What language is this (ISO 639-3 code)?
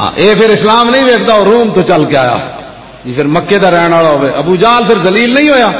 lah